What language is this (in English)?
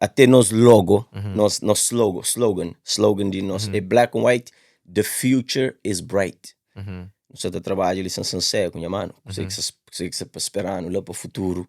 Kabuverdianu